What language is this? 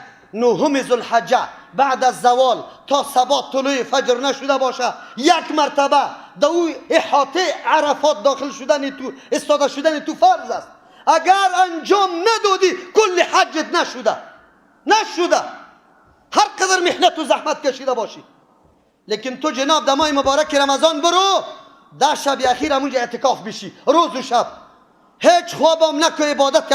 Persian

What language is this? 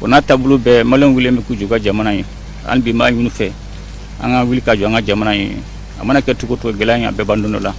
Bambara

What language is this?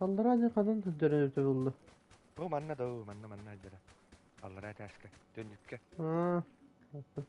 Yakut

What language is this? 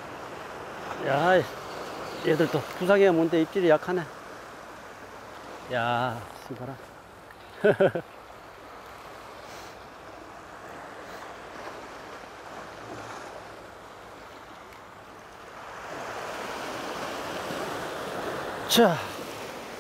Korean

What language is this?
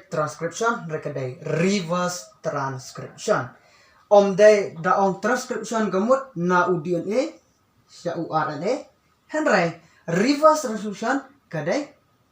Khasi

